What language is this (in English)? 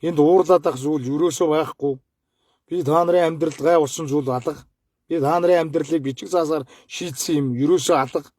Mongolian